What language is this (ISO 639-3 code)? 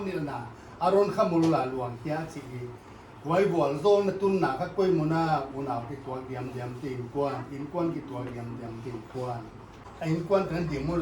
pck